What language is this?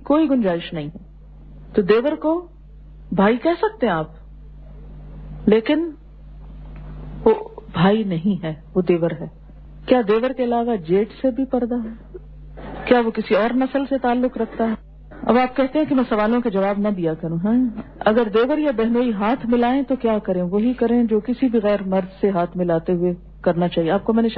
Urdu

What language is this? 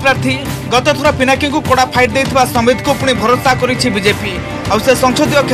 Odia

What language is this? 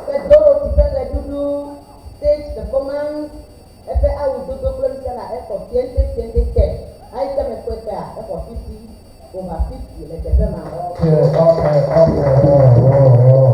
Ewe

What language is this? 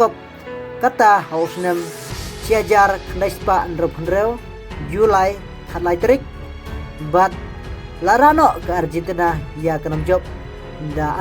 Khasi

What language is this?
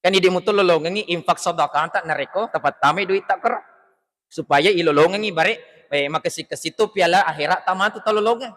Buginese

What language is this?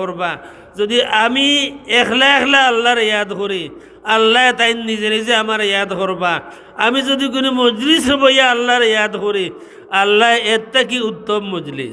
Sylheti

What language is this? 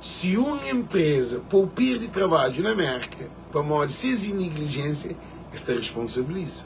Kabuverdianu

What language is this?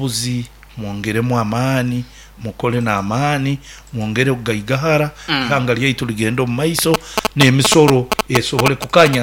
Nyoro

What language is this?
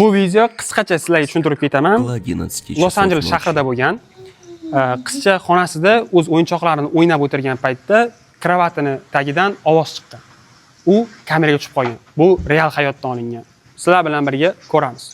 Uzbek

